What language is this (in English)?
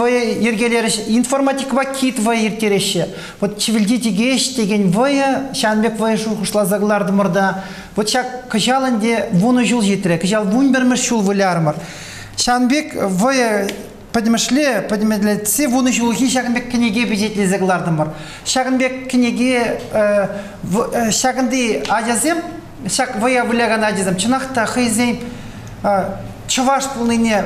Chuvash